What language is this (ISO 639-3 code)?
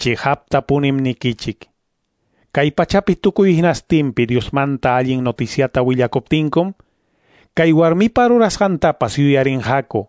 que